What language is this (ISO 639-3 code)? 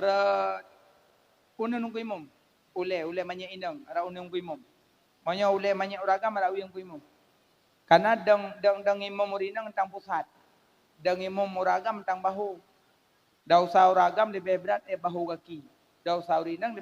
ace